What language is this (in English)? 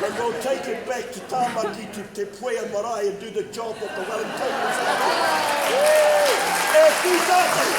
Māori